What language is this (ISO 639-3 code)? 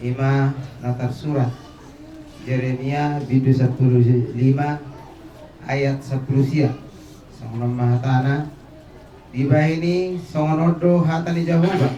bbc